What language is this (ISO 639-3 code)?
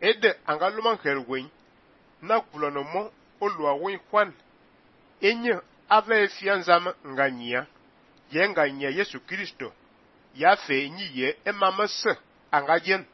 fan